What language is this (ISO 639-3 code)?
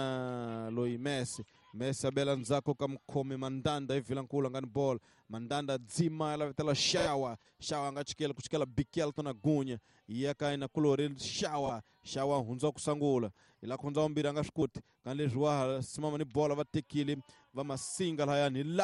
tso